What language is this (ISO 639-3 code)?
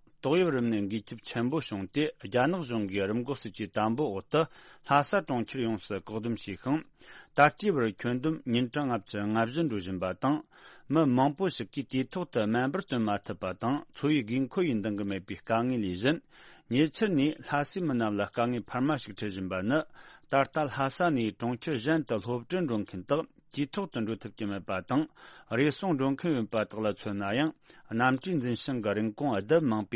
bod